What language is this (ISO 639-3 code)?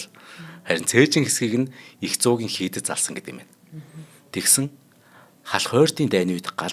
mon